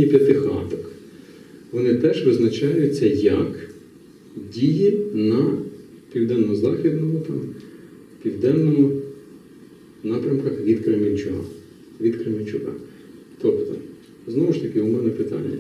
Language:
Ukrainian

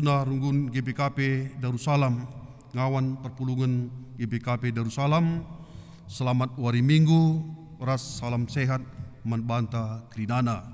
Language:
Batak Karo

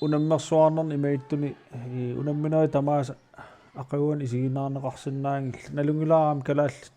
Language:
Kalaallisut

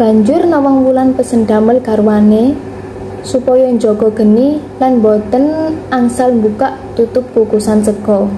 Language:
Javanese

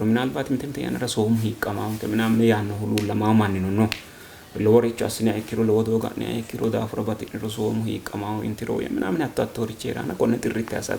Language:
Sidamo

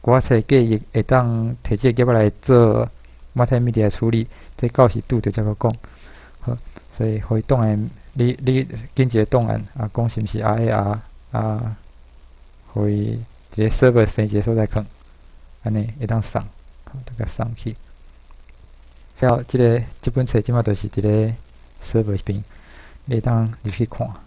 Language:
Min Nan Chinese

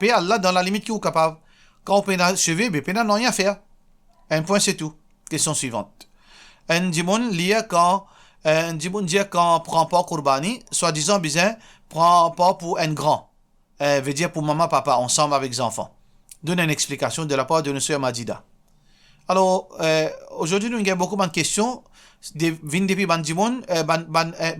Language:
Morisyen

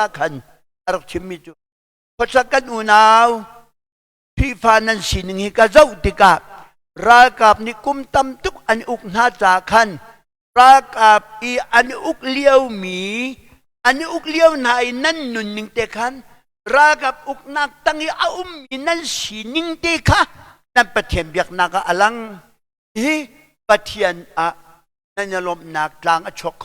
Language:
Hakha Chin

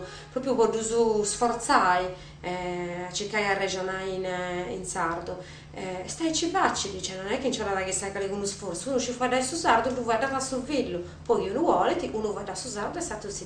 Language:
Sardinian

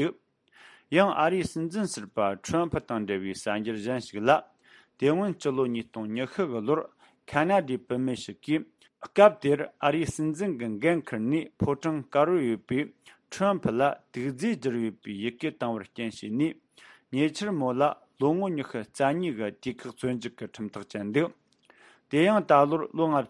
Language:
Tibetan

